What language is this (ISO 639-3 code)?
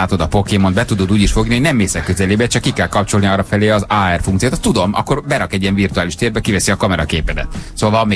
hun